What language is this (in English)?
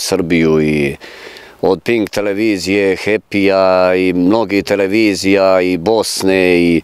Serbian